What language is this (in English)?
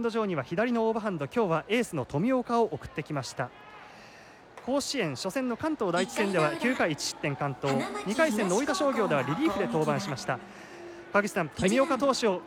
Japanese